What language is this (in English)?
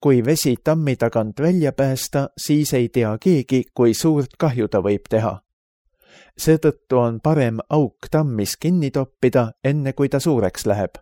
Estonian